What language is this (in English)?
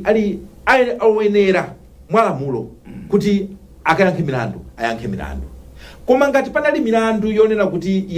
Nyanja